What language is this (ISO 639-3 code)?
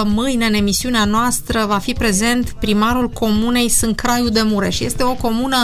ron